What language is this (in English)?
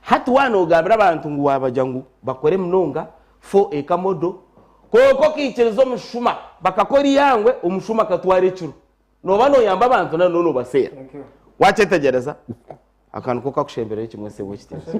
Nyankole